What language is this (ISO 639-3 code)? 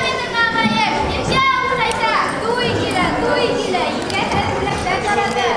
bak